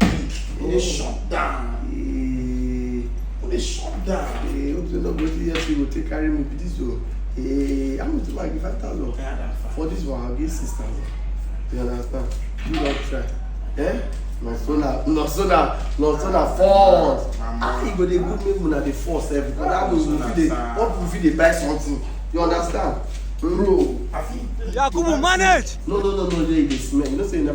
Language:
Nigerian Pidgin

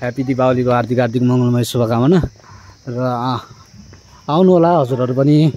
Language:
Nepali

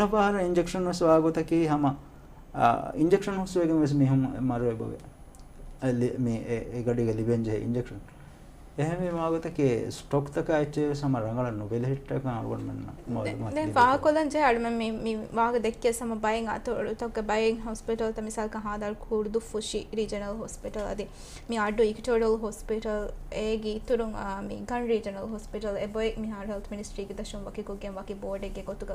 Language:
Divehi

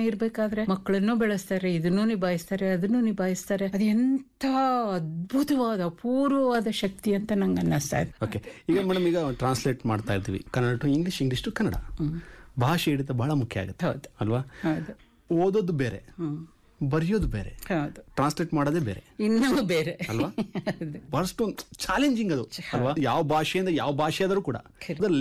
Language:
Kannada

